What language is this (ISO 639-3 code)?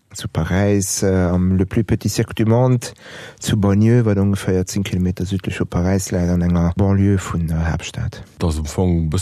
ltz